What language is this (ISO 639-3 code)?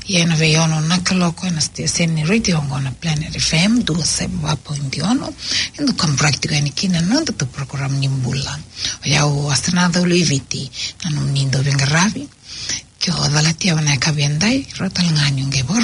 fij